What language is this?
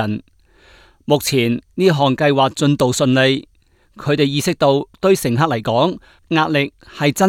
Cantonese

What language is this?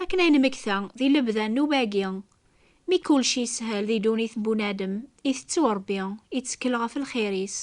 Kabyle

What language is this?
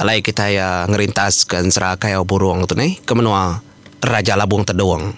Iban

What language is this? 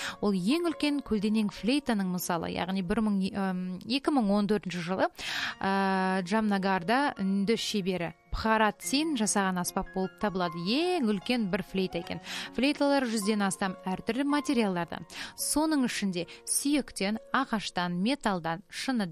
Kazakh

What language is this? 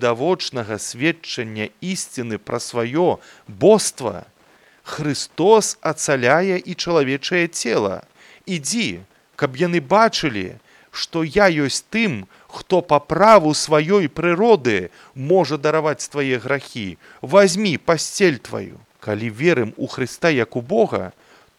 Belarusian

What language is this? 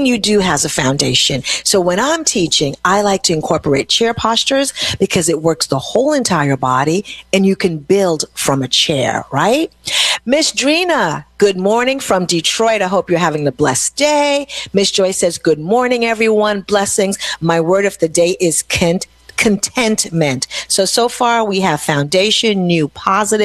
English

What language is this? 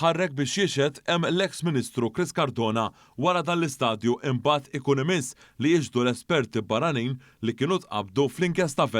Maltese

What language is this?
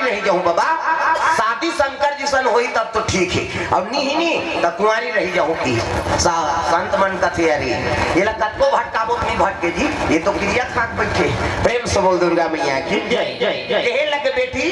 Chhattisgarhi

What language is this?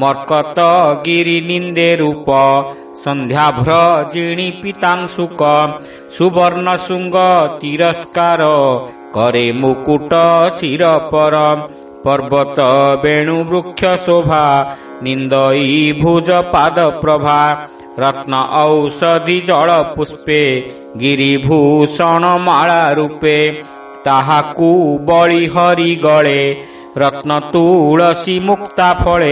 Odia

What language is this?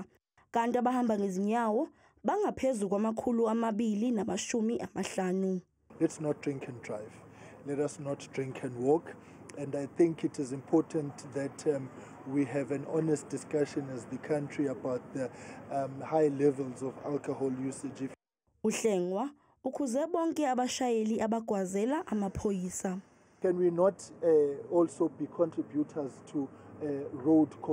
Zulu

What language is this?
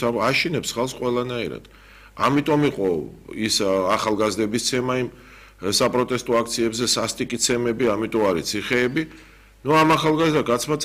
Georgian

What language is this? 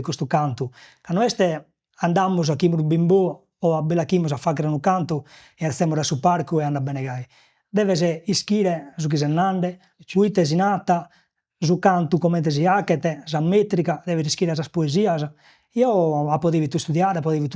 Sardinian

